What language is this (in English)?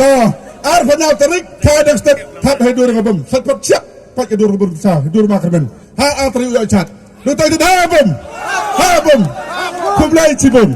Khasi